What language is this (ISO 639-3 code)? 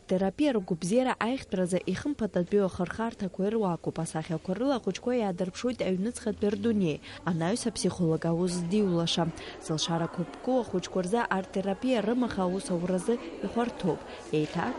abk